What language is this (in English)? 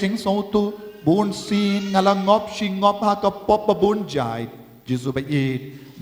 Khasi